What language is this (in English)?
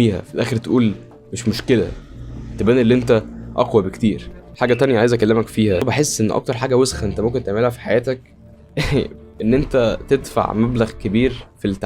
Egyptian Arabic